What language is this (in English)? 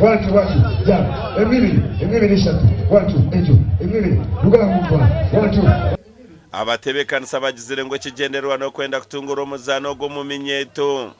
Nyankole